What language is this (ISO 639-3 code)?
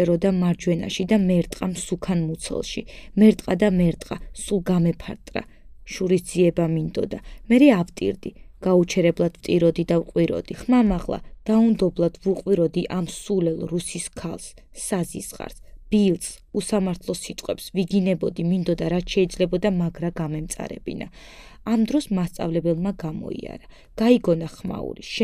kat